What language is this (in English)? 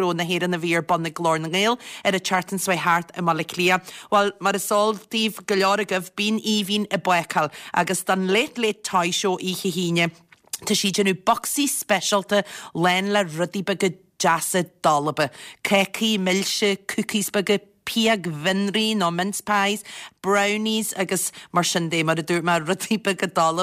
Irish